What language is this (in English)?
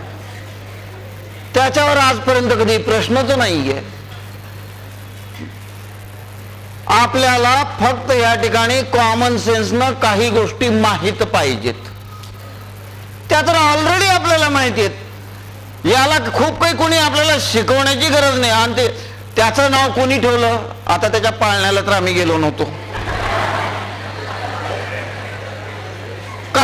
Marathi